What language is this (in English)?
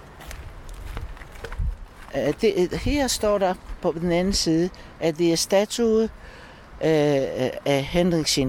Danish